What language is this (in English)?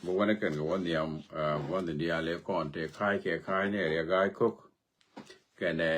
Nuer